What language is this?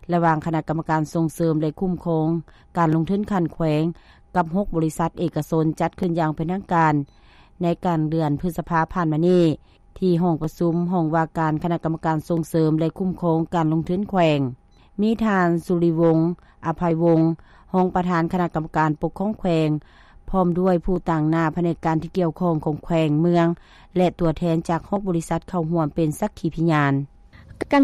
Lao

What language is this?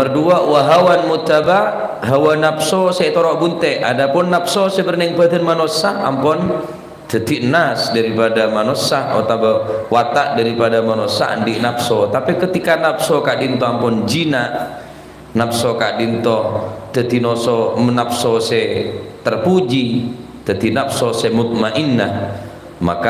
Madurese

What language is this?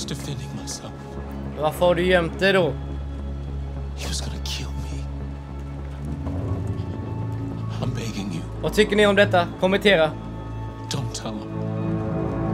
Swedish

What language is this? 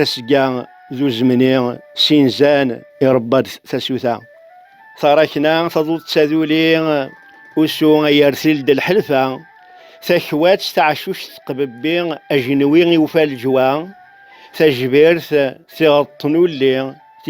Kabyle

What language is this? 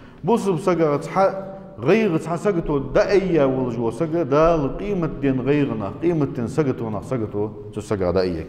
Ingush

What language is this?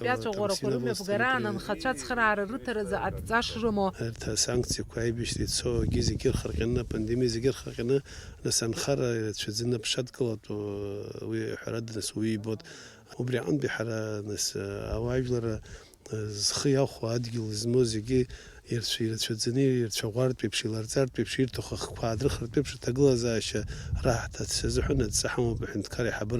Abkhazian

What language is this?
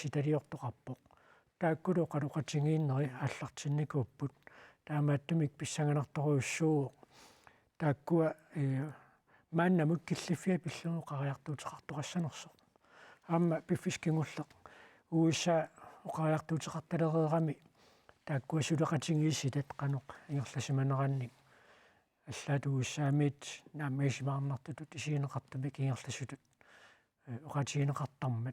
Kalaallisut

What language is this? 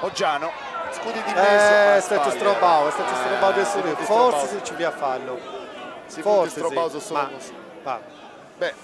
Sardinian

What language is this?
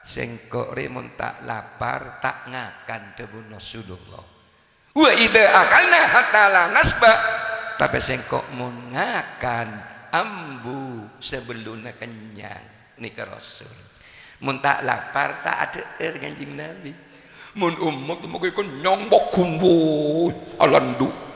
Madurese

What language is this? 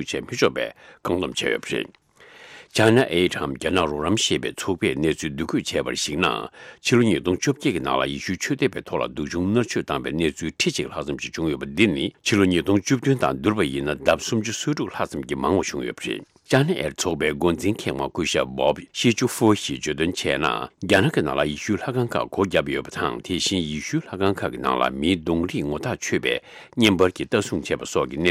Tibetan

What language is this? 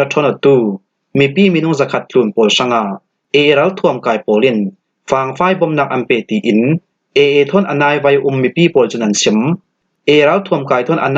Falam Chin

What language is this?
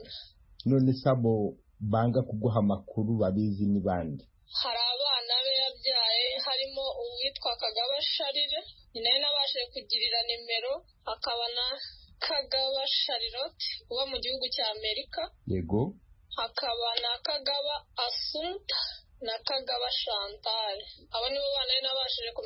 Kinyarwanda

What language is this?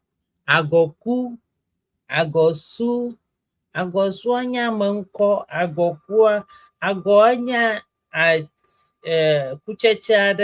Ewe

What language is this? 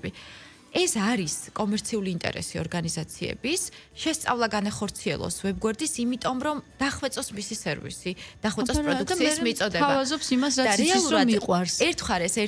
Georgian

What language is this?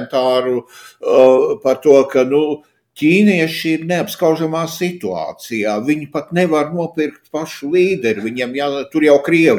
Latvian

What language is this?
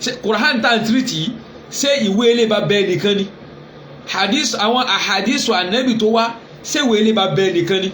Yoruba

